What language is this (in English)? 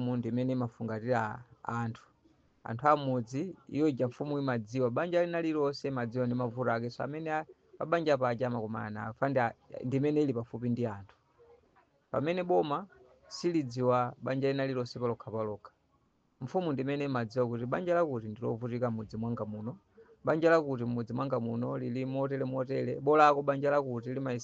Nyanja